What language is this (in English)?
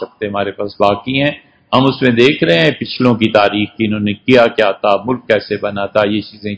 Urdu